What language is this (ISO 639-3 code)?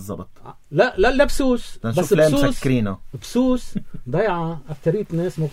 apc